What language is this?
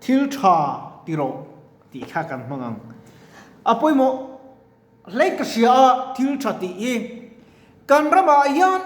Mizo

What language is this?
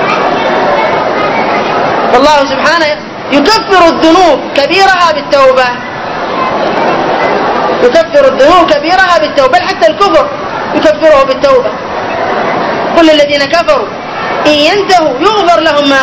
Arabic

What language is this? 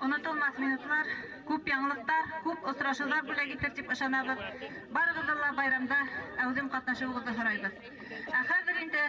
Bashkir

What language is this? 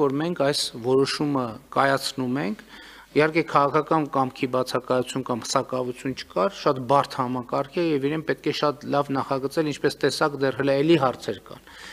Armenian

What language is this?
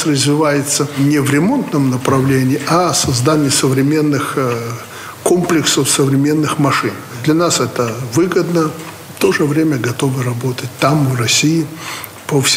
Russian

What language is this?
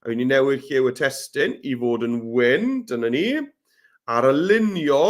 Welsh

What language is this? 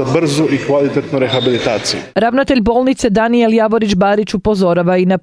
Croatian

